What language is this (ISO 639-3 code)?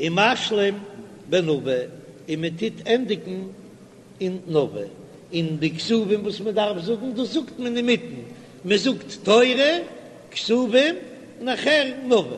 yid